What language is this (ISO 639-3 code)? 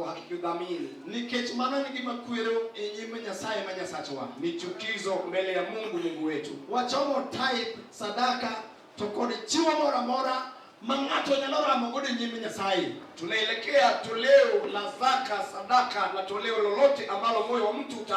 luo